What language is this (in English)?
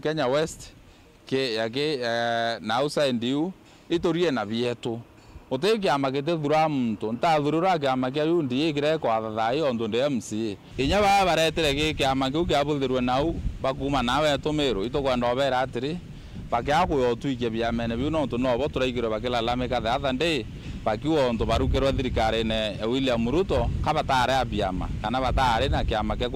Meru